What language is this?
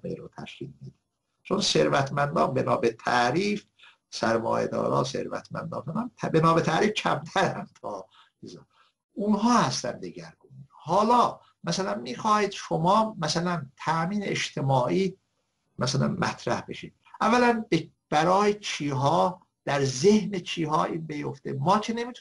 Persian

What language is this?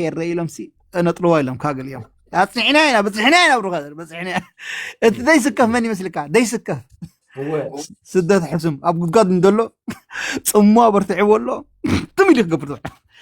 Tigrinya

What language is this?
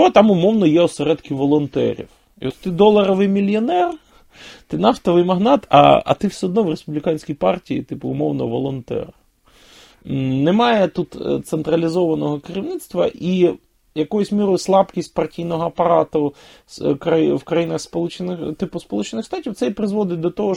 Ukrainian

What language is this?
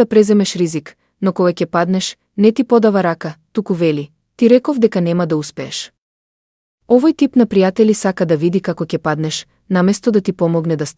Macedonian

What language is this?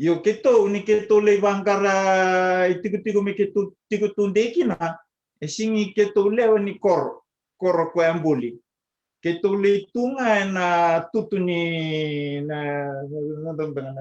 Fijian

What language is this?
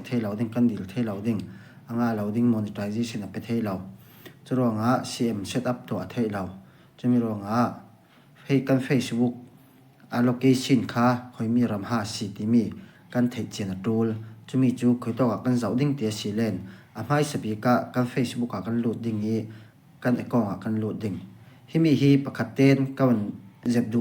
Falam Chin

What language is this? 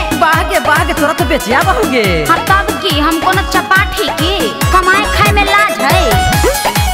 Bhojpuri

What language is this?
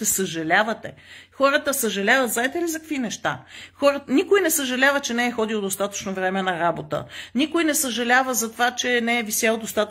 Bulgarian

